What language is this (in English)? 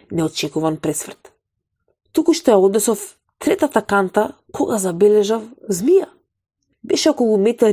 Macedonian